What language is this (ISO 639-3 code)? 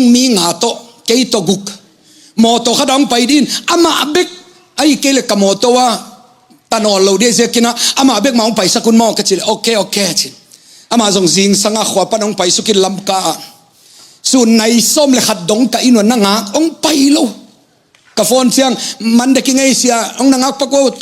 ctd